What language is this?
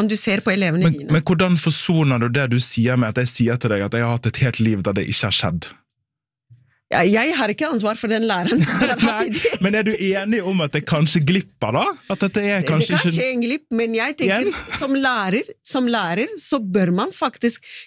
Norwegian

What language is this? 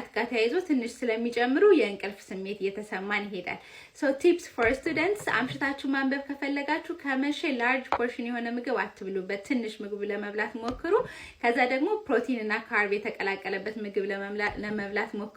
Amharic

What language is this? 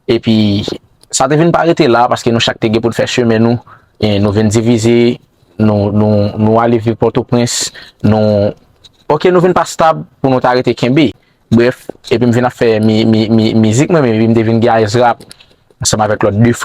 Haitian Creole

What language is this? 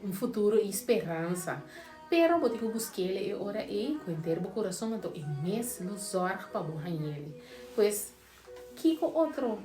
Papiamento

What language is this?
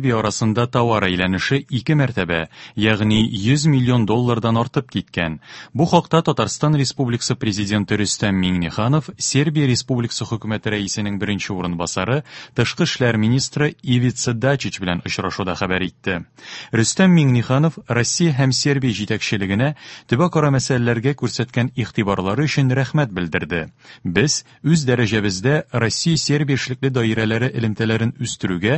Tatar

